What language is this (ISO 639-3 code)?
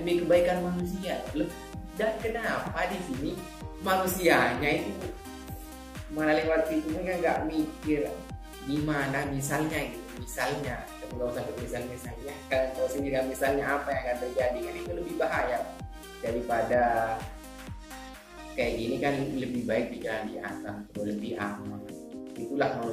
ind